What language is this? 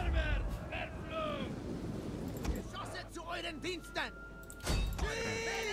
Swiss German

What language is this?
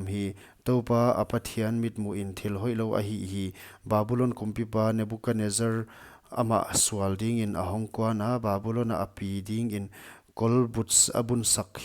Paite Chin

